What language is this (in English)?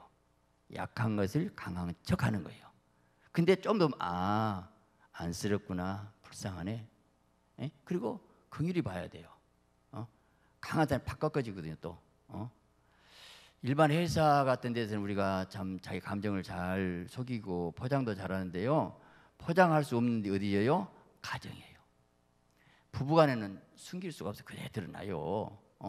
Korean